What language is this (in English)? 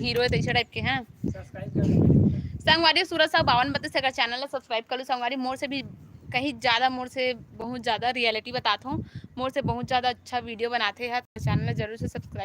Chhattisgarhi